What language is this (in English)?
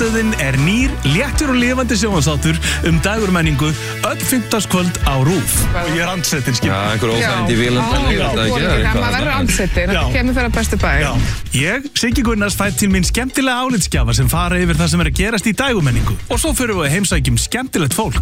Icelandic